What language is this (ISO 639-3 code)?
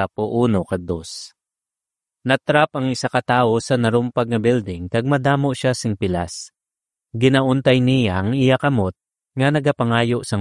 hil